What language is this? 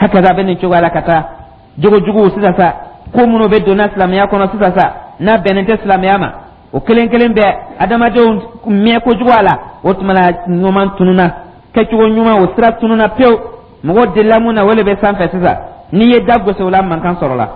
Dyula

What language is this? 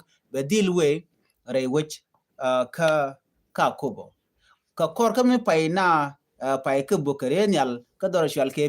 Nuer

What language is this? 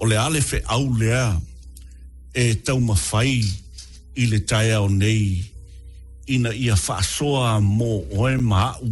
Samoan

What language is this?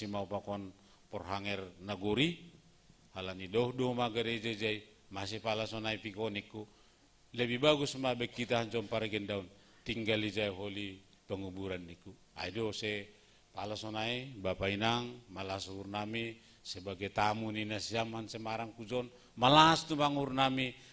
Batak Simalungun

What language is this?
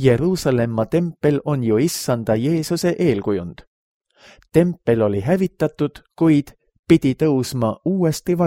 Estonian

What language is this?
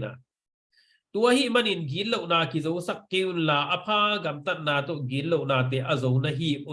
Tedim Chin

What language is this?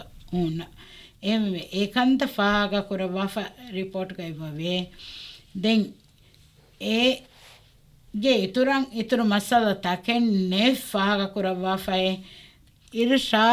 Divehi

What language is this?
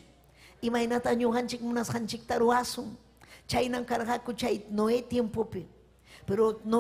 Ayacucho Quechua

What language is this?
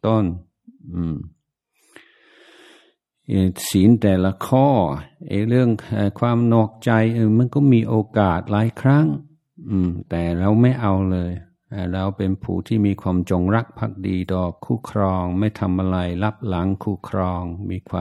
Thai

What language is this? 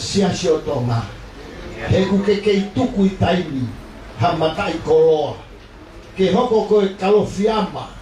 Tongan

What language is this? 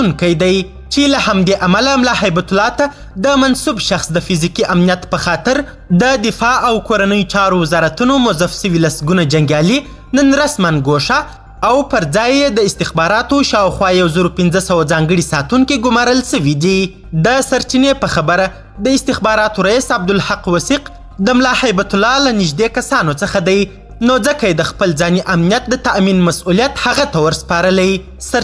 Pashto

